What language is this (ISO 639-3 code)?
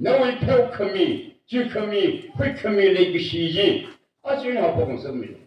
nmf